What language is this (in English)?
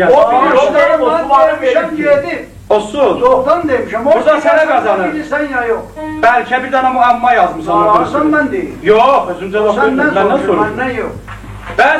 South Azerbaijani